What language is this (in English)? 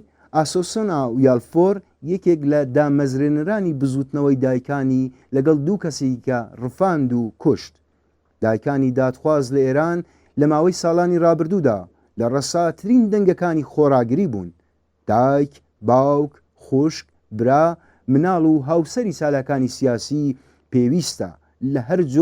Central Kurdish